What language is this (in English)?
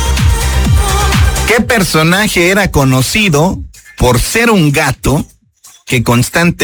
Spanish